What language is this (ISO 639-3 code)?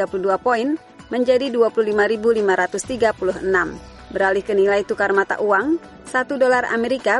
ind